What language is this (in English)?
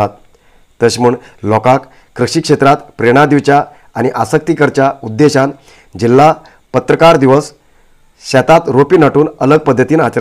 Konkani